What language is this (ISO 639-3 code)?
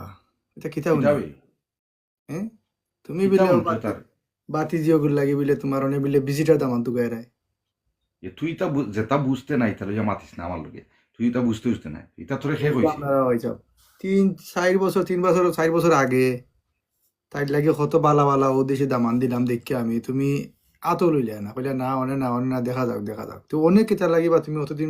syl